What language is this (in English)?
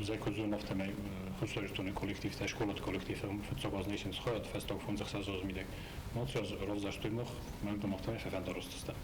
Ossetic